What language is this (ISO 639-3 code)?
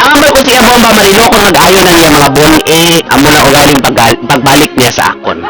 hil